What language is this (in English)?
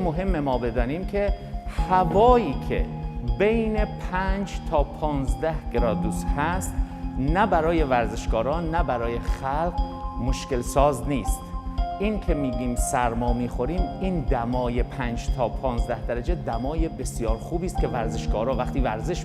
Persian